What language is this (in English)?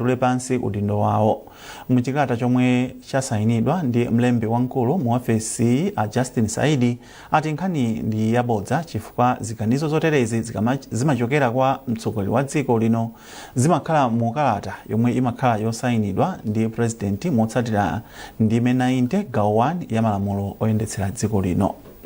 Nyanja